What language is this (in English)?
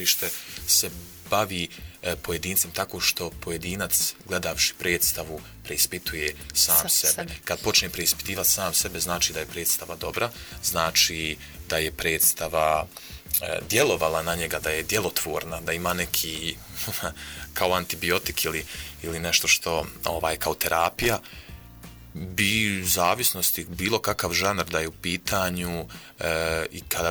Bosnian